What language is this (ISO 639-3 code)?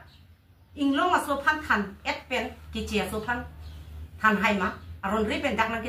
mjw